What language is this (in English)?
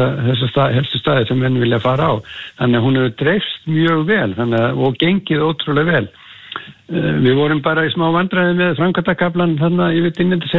Icelandic